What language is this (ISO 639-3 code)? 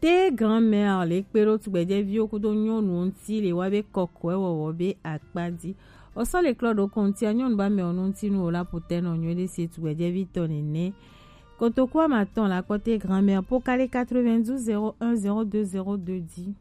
gej